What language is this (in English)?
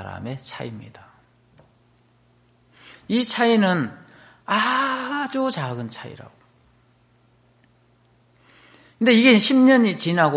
Korean